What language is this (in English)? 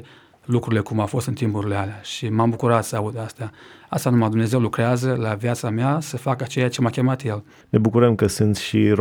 Romanian